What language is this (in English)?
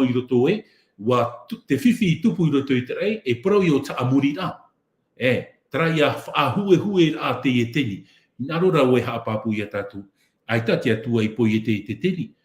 Tahitian